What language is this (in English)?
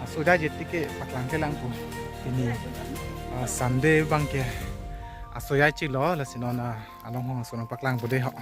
Karbi